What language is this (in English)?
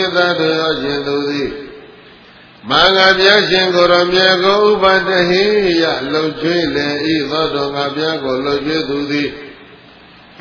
Burmese